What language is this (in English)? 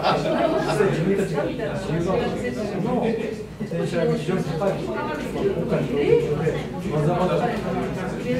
Japanese